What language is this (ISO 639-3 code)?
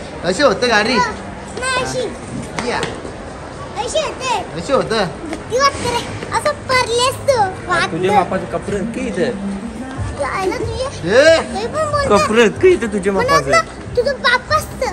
mar